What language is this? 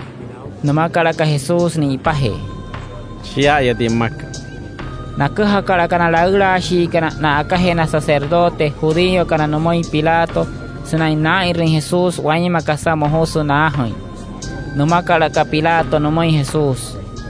Wayuu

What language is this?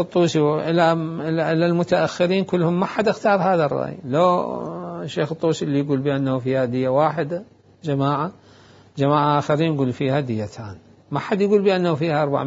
Mesopotamian Arabic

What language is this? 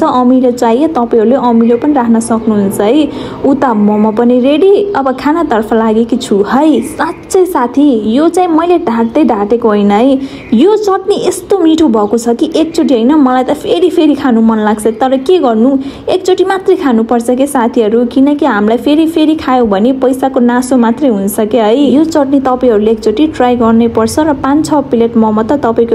Nepali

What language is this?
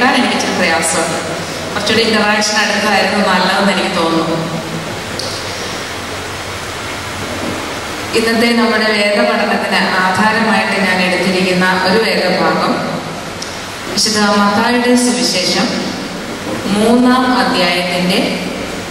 Malayalam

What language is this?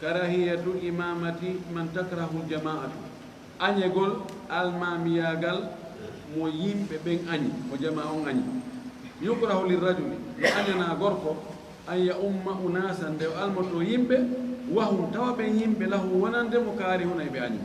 Fula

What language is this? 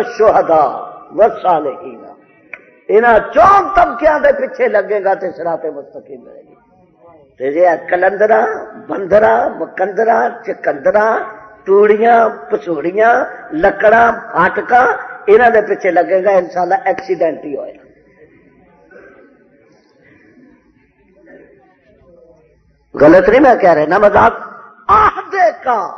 Western Panjabi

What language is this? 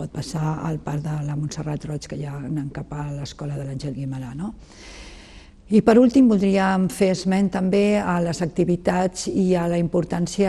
Catalan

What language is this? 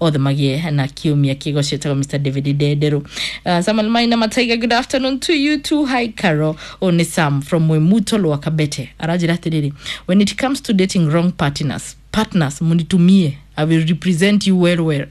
Kikuyu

